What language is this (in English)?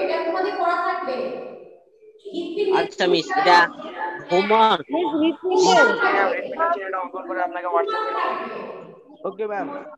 Bangla